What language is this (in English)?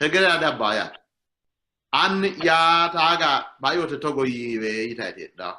Sidamo